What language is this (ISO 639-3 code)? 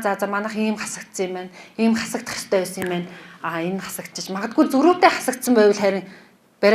mon